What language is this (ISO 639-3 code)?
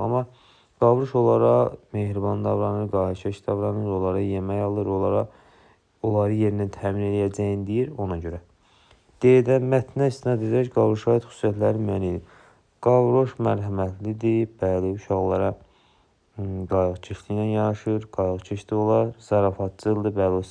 aze